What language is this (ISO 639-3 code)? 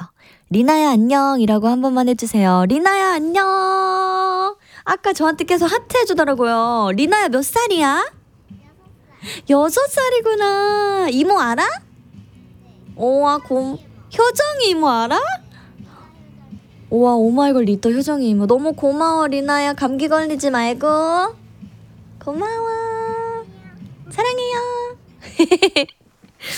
kor